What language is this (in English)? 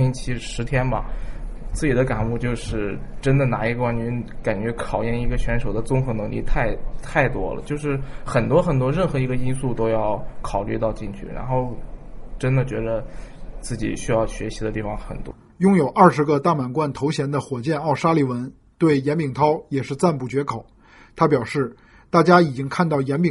Chinese